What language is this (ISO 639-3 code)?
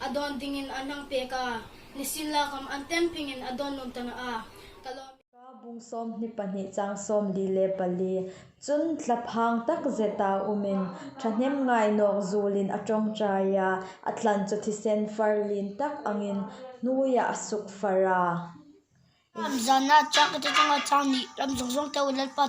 hmr